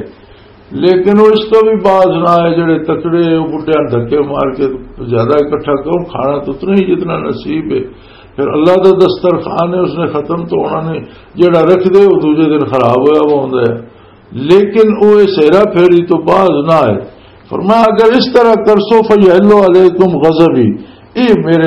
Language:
Western Panjabi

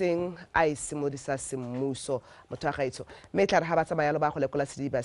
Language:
Tswana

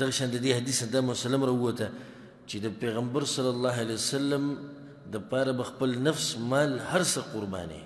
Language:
Pashto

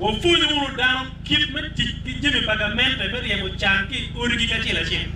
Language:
Acoli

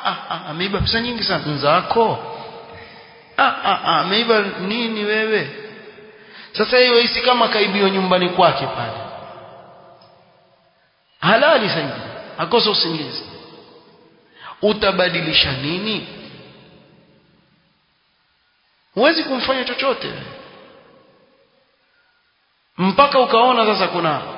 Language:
Swahili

